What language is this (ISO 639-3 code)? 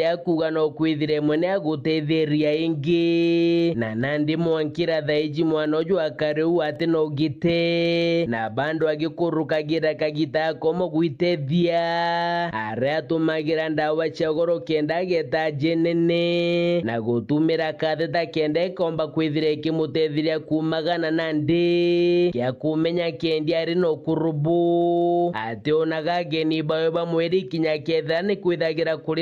mer